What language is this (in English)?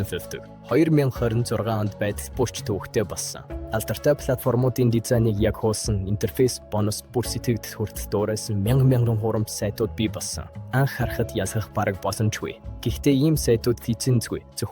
Mongolian